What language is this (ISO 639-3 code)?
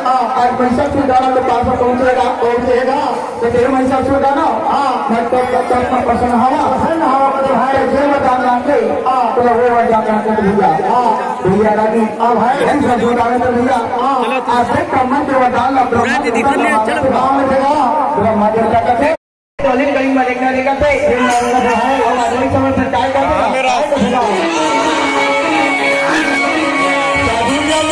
bho